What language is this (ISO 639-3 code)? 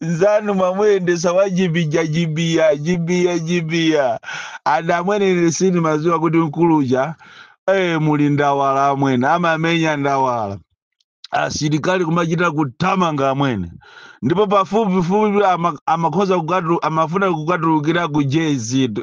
nya